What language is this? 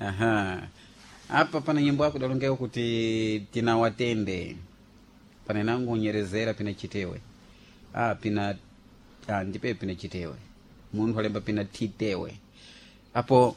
Sena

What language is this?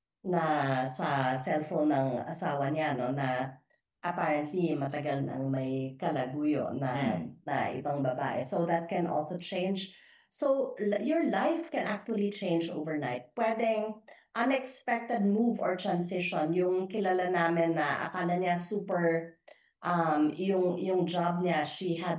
Filipino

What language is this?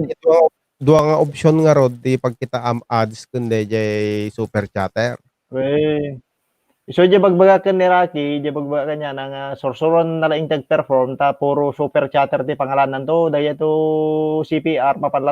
Iloko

